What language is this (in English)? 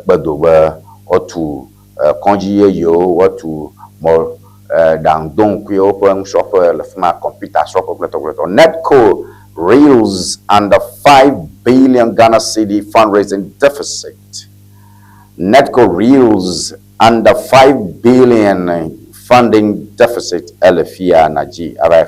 Ewe